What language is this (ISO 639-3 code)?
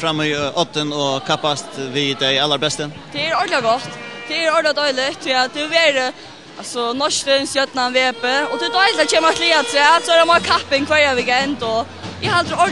fao